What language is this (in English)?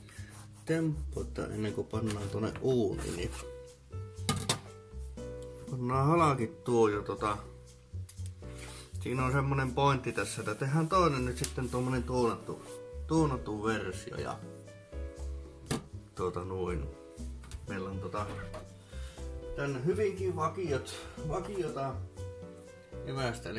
Finnish